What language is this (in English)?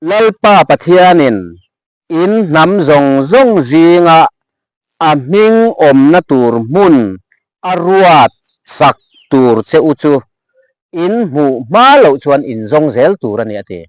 Mizo